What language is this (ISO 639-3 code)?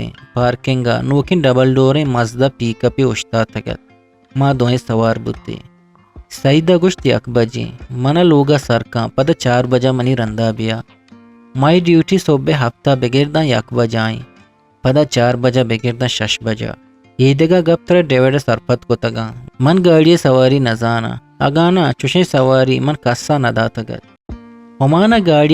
bgp